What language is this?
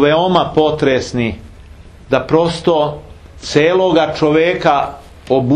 Serbian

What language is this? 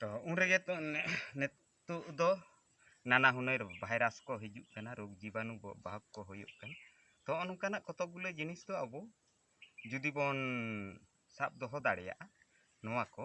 Santali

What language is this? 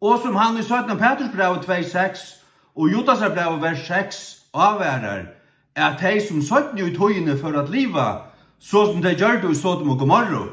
Faroese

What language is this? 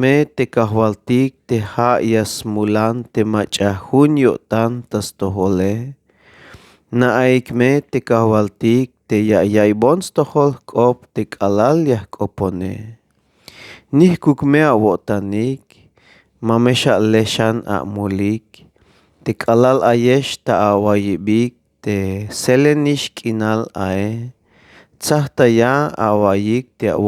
Tzeltal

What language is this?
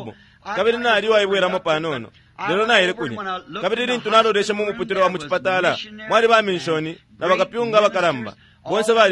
Bemba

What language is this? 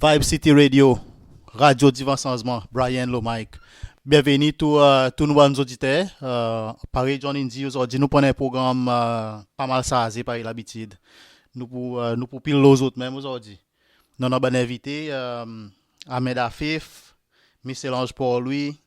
Seselwa Creole French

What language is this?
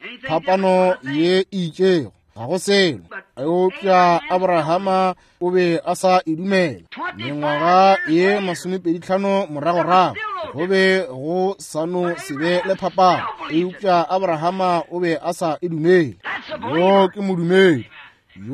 Northern Sotho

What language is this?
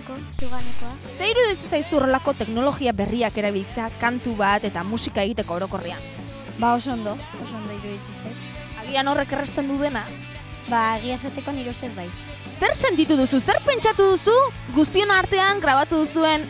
Basque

